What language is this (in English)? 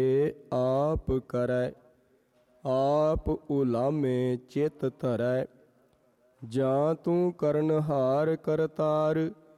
Punjabi